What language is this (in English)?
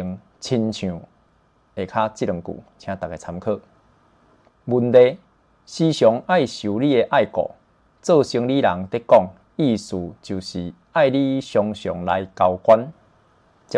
Min Nan Chinese